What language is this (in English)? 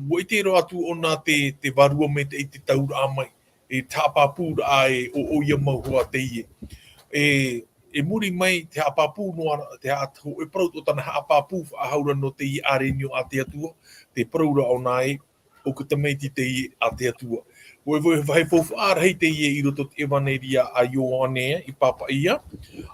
Tahitian